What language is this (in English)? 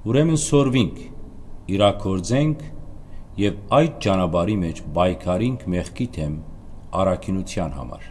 Western Armenian